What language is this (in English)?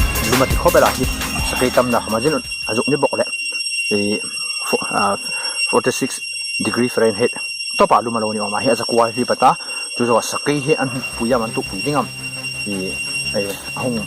Hmar